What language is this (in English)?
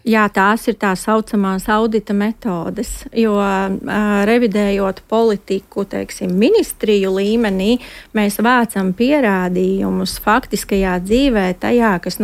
Latvian